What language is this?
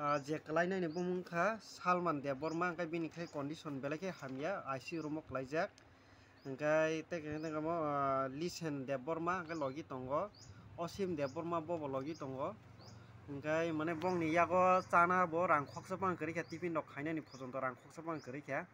Kok Borok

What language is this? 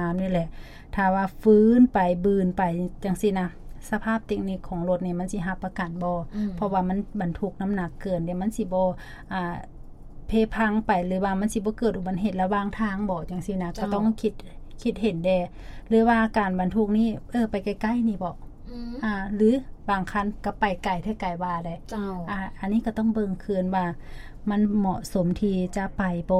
Lao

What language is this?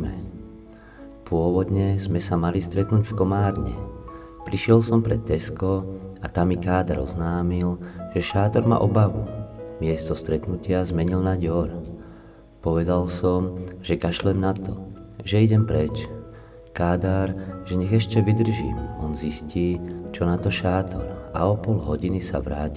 Slovak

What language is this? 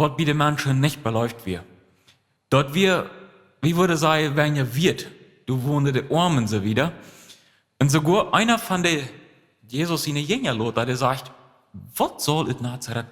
Plautdietsch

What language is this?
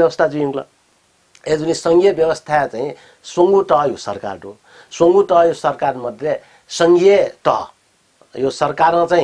Newari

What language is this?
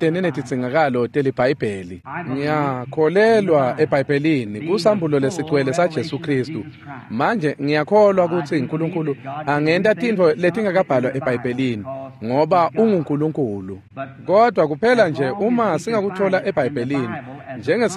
Swati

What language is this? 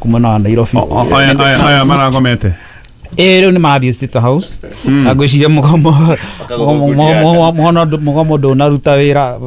Kikuyu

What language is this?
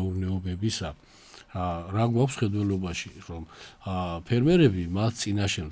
Georgian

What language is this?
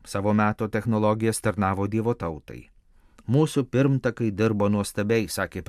Lithuanian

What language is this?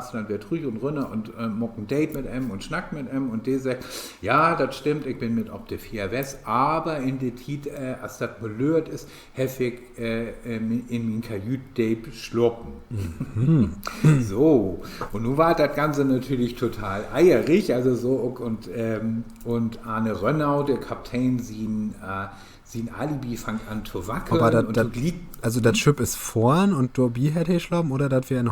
Low German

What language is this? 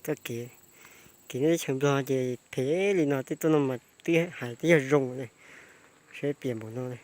Hmong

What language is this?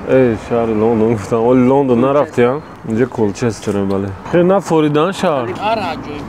Tajik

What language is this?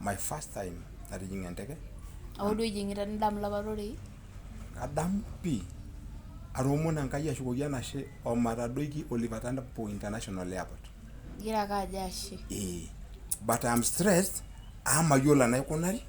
Masai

